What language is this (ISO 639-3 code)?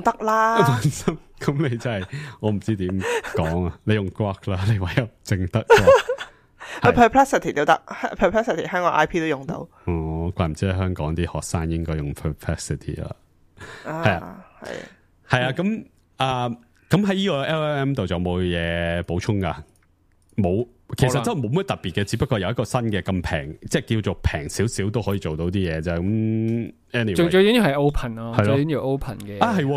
yue